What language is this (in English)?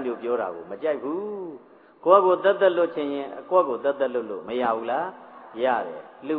Burmese